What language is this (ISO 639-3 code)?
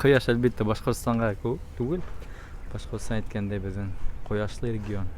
bak